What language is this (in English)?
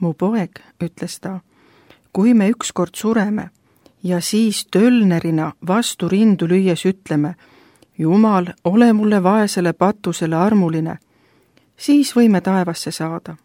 Estonian